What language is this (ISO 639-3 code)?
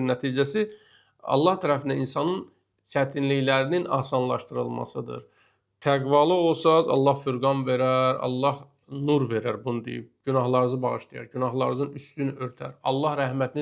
aze